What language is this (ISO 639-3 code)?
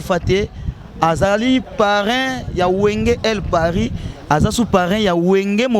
lin